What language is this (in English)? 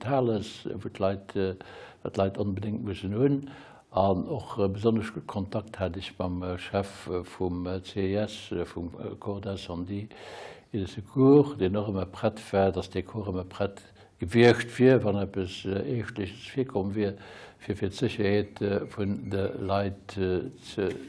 Luxembourgish